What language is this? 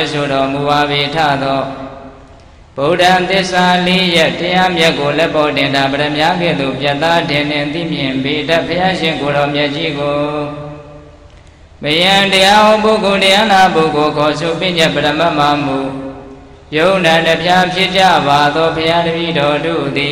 Burmese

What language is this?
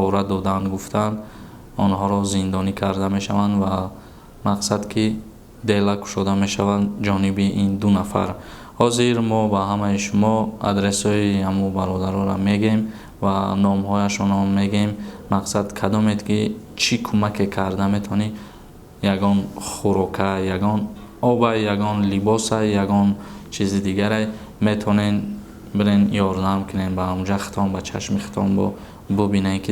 Tajik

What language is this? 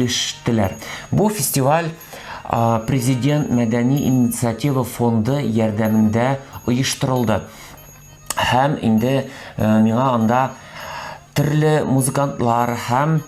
Tatar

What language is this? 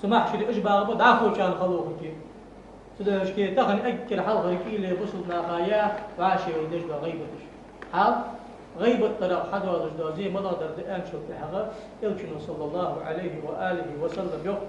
Ingush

